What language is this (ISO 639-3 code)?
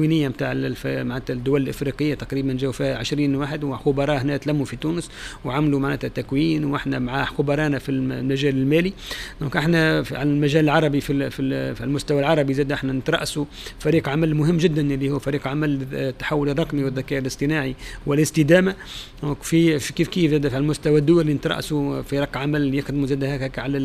aeb